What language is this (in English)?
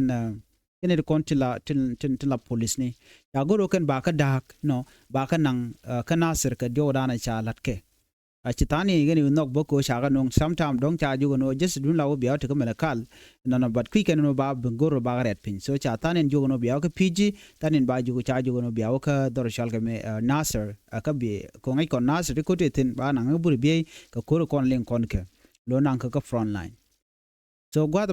Nuer